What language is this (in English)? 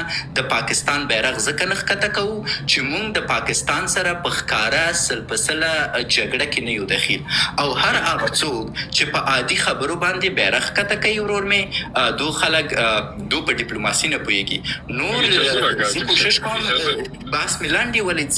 Pashto